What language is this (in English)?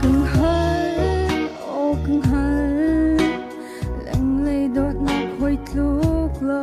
Hakha Chin